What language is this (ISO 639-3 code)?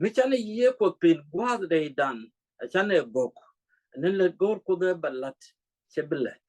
nus